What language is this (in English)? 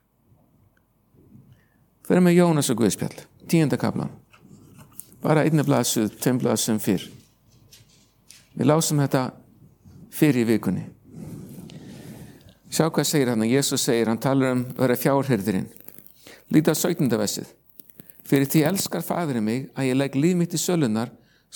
Icelandic